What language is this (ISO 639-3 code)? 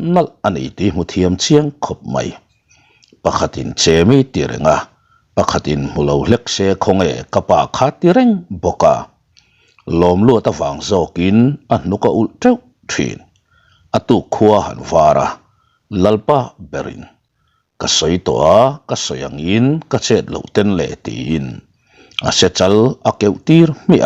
lus